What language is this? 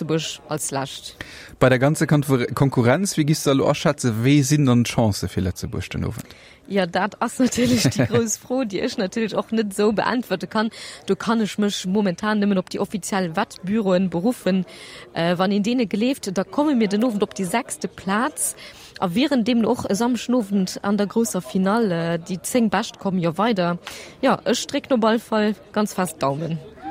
Luxembourgish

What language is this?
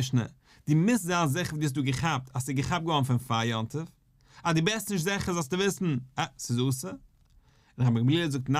Yiddish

